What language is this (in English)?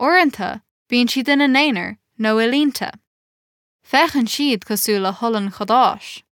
Irish